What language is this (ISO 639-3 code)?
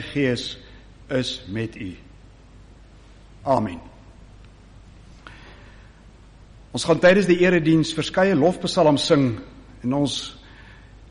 afr